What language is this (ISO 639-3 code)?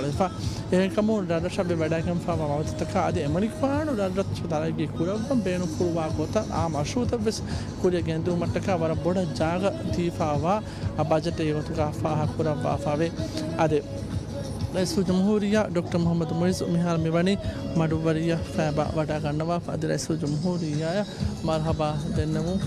div